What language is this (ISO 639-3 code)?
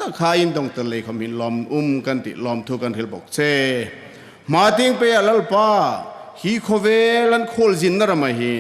hmr